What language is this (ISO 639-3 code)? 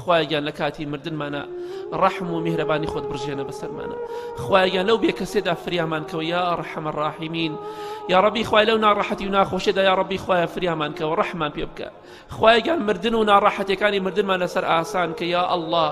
ckb